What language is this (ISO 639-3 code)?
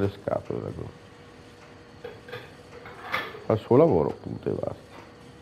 ita